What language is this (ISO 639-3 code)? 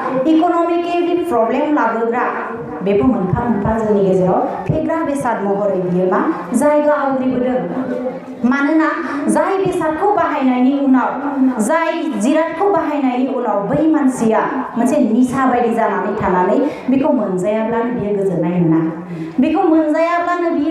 brx